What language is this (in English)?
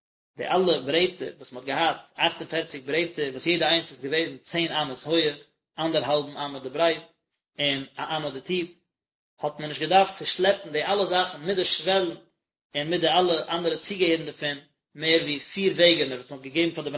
Yiddish